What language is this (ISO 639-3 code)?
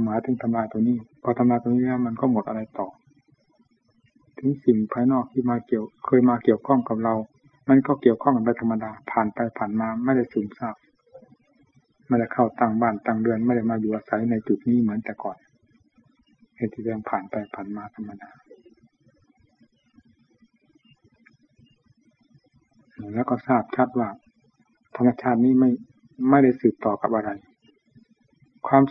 tha